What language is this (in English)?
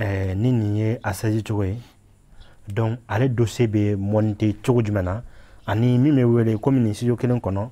Bambara